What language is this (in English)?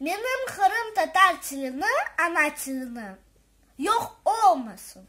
Crimean Tatar